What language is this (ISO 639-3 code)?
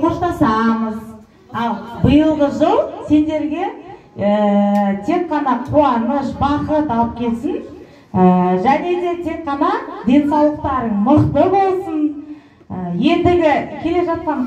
kaz